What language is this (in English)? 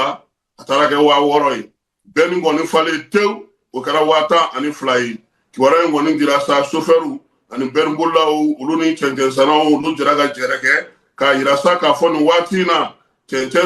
Bambara